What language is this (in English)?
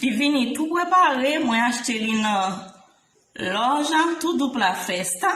Haitian Creole